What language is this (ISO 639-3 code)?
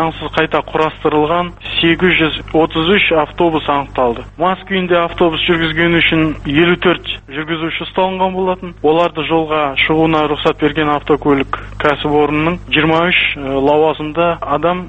kaz